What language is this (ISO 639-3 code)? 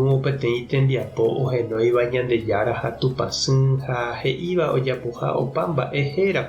grn